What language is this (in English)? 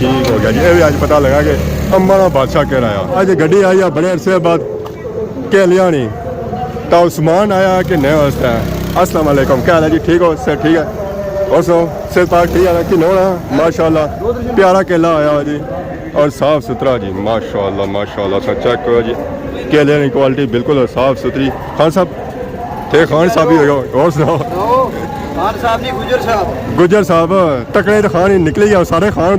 Pahari-Potwari